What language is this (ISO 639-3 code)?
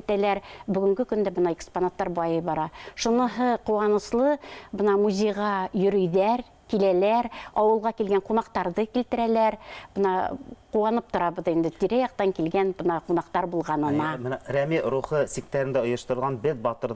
bak